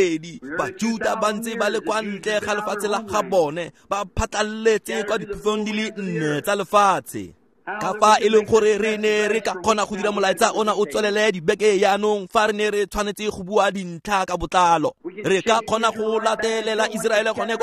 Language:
Tswana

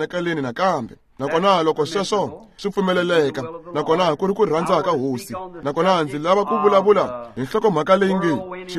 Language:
Tsonga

